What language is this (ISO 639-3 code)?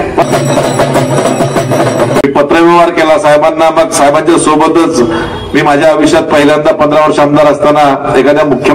mar